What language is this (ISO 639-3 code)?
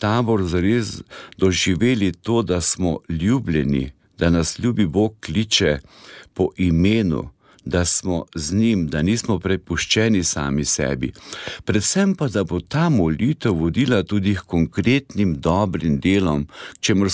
slv